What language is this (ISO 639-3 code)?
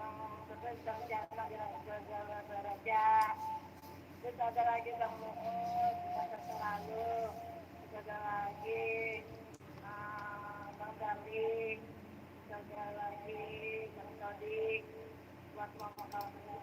bew